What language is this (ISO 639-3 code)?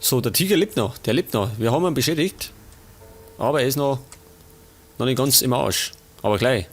bar